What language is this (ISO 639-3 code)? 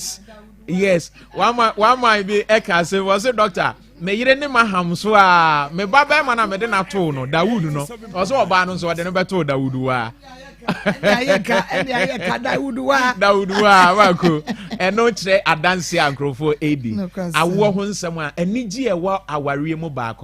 aka